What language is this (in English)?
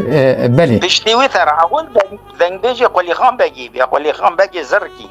Kurdish